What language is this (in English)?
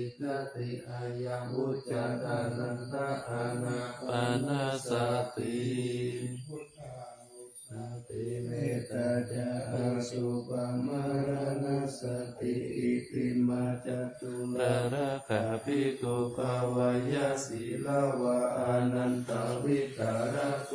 Pali